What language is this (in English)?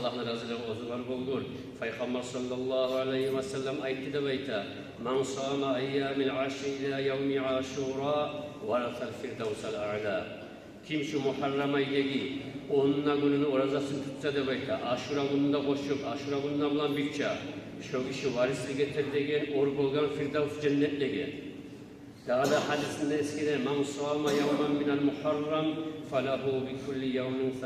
Kumyk